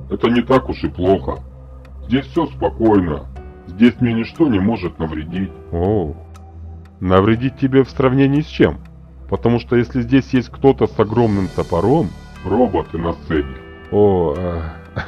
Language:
Russian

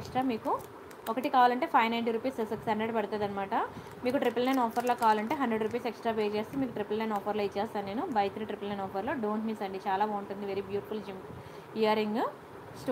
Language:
Telugu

